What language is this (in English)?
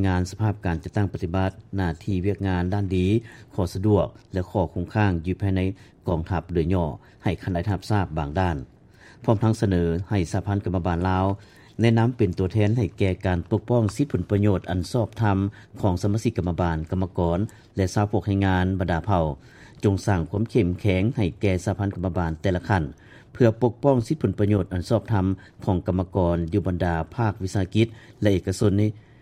Lao